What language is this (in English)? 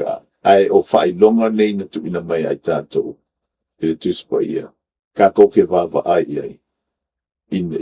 Samoan